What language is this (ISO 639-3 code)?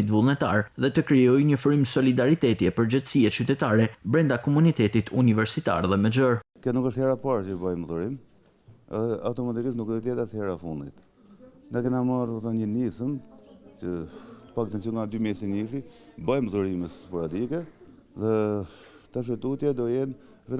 sqi